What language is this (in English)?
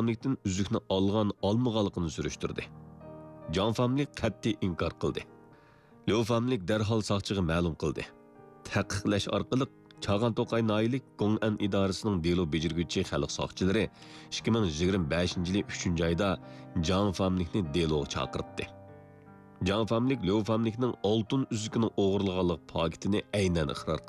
Uyghur